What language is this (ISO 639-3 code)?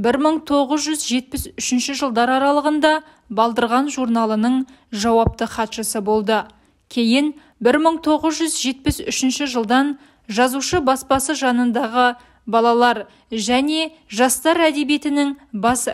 kaz